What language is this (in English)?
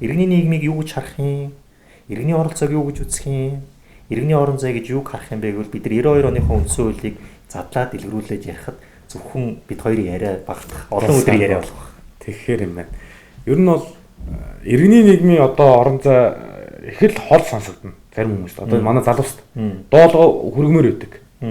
Mongolian